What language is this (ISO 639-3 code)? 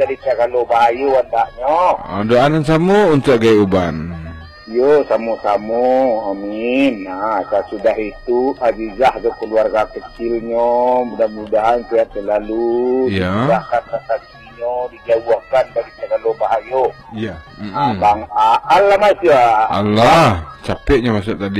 min